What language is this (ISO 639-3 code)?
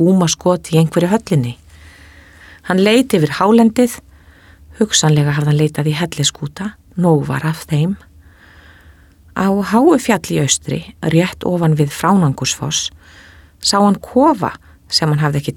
isl